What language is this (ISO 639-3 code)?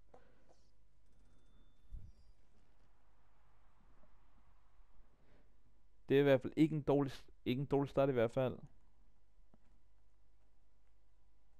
dan